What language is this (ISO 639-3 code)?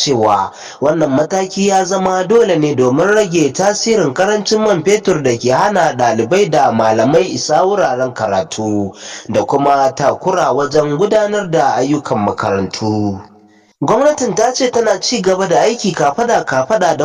hau